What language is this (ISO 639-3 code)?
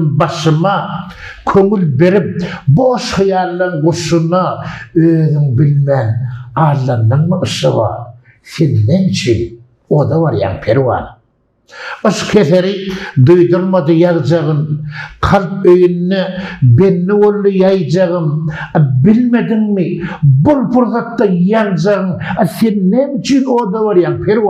tuk